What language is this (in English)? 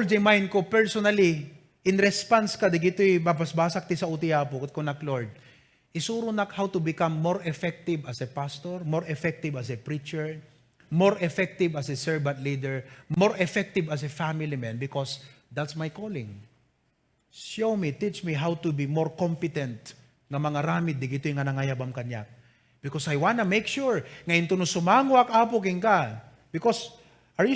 Iloko